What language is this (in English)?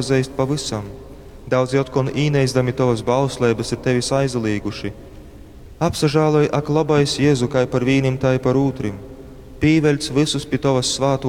Latgalian